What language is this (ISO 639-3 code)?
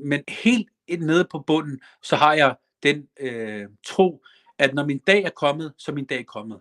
dan